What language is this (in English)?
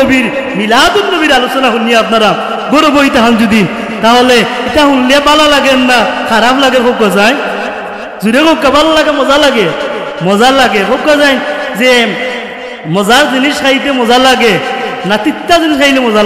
Sylheti